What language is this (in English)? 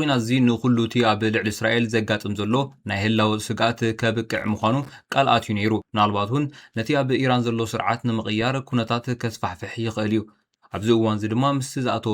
Tigrinya